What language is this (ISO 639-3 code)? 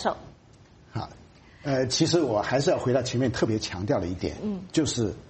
zho